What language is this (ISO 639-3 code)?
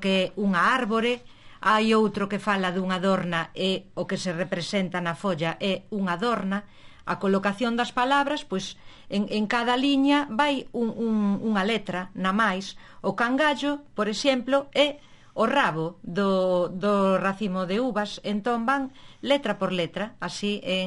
glg